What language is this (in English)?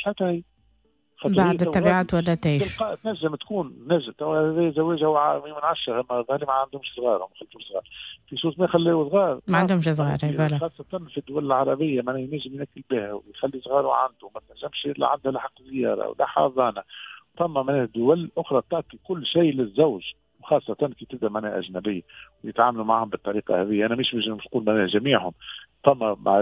Tunisian Arabic